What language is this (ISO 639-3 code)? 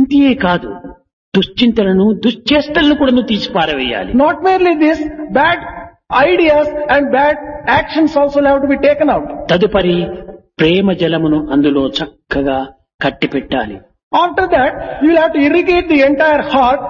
tel